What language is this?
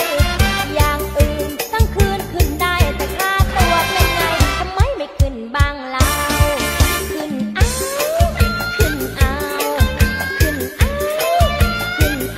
Thai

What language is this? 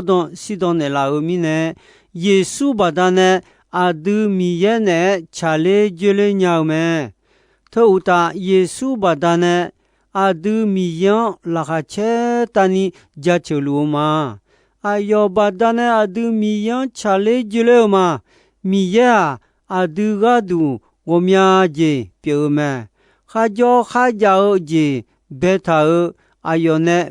Akha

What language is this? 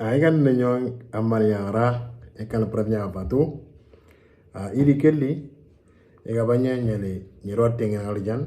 Moro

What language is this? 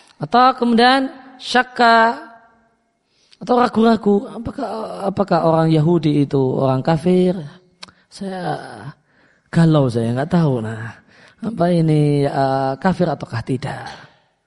Indonesian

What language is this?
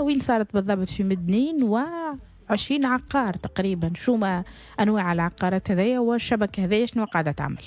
Tunisian Arabic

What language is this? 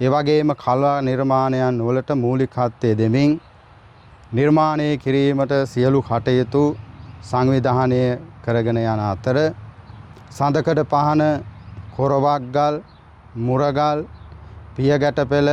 Sinhala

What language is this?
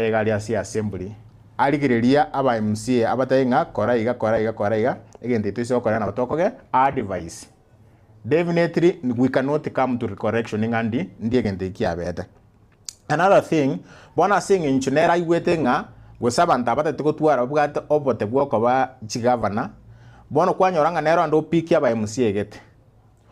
Gusii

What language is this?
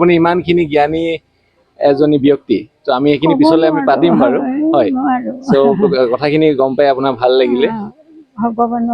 Assamese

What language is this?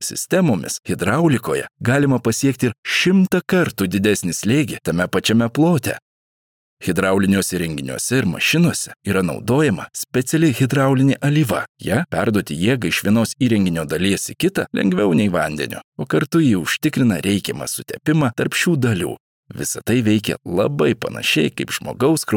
Lithuanian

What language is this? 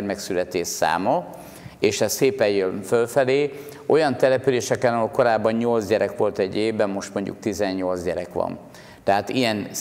Hungarian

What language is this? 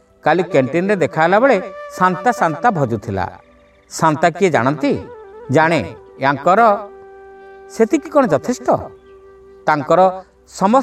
Odia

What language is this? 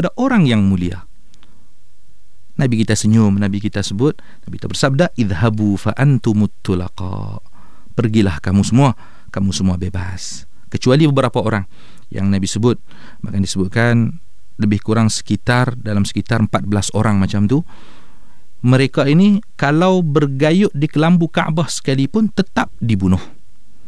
Malay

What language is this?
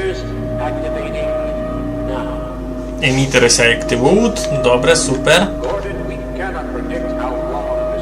Rusyn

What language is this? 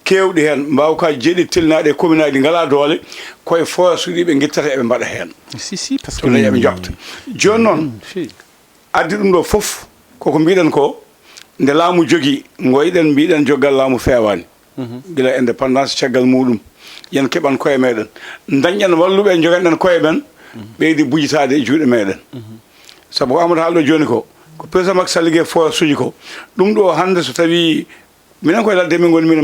Fula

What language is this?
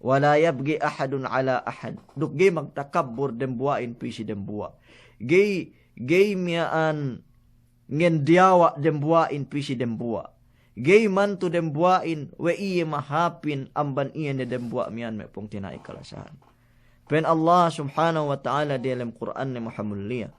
Yakan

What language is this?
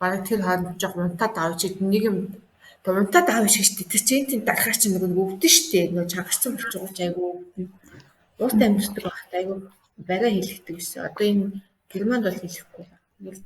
Mongolian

